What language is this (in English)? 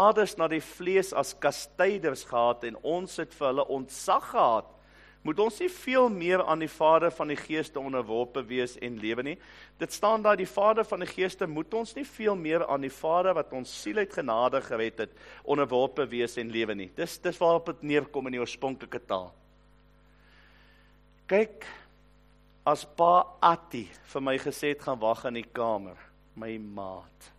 Afrikaans